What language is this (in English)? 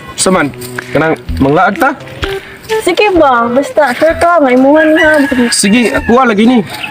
Cebuano